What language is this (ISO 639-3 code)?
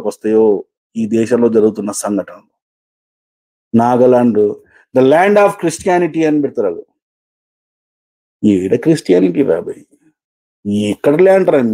tel